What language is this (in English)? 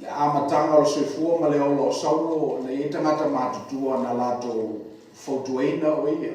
Samoan